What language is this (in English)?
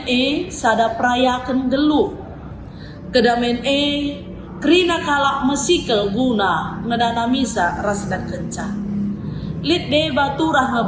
Batak Karo